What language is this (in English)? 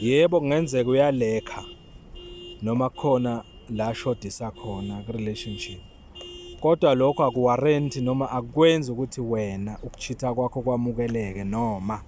Zulu